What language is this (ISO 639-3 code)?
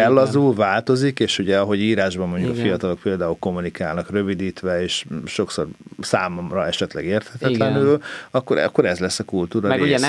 hun